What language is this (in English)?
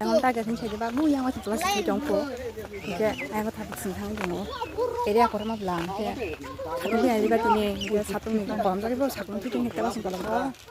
Kok Borok